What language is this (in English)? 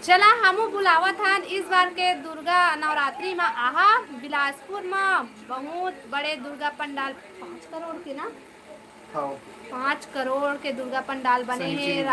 Chhattisgarhi